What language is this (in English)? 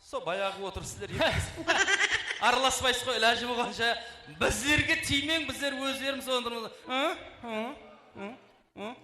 Kara-Kalpak